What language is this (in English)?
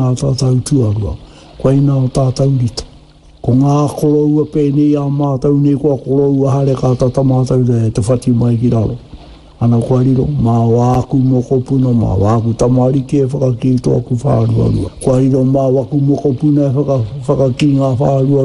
Māori